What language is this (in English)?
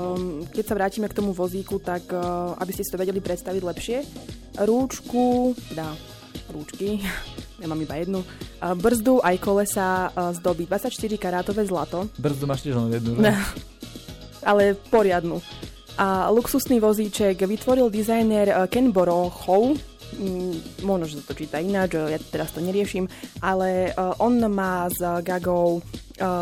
Slovak